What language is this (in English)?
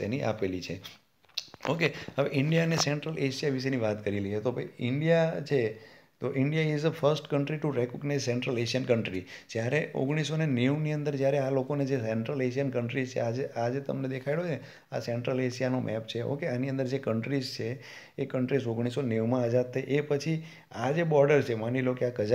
Gujarati